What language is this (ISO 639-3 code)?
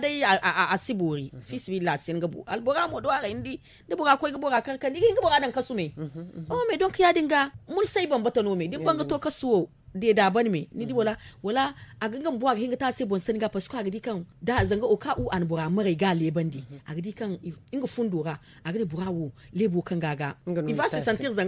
dje